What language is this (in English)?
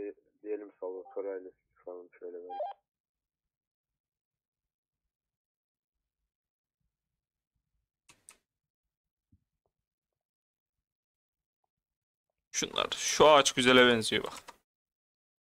Turkish